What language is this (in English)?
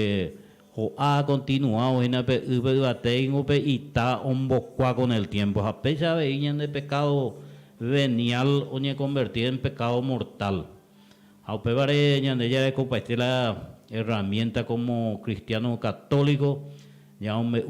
Guarani